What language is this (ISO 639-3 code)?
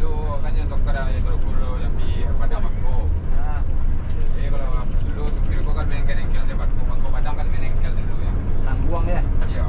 min